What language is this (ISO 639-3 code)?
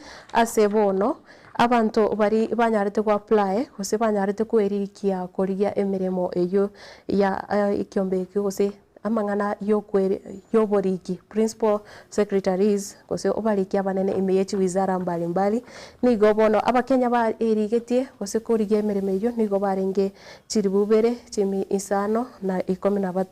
guz